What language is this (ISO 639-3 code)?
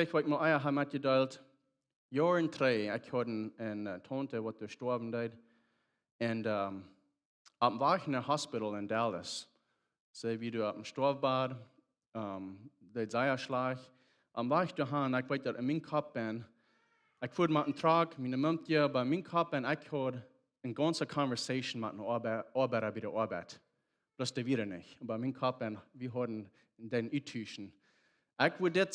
pdt